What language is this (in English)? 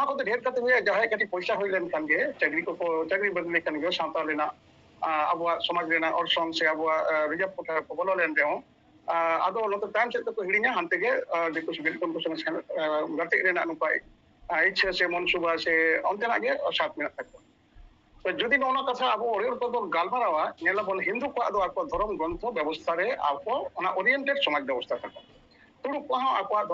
Santali